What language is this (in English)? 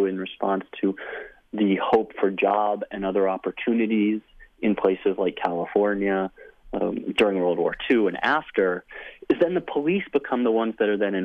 English